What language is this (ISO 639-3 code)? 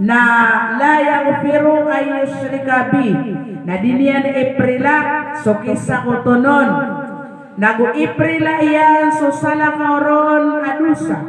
mrw